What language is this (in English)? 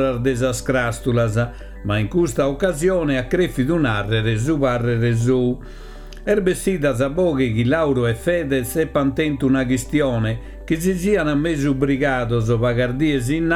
Sardinian